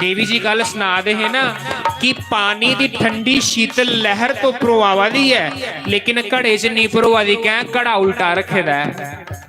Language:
Dogri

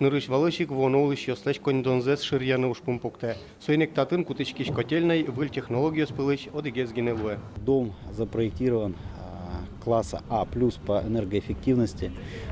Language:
Udmurt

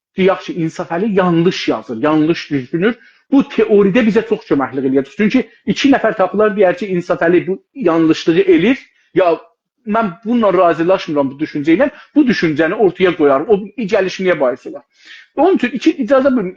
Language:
South Azerbaijani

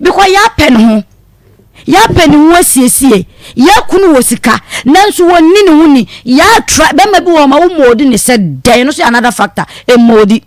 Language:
Akan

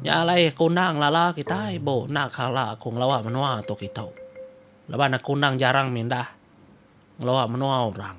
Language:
Iban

